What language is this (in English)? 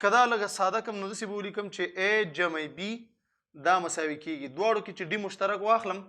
Pashto